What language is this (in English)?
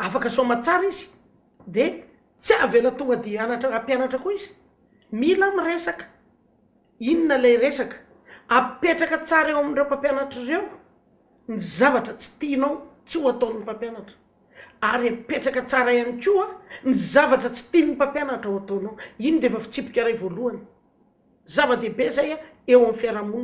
Malagasy